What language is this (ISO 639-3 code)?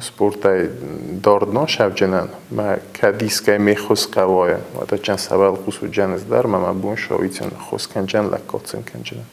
oss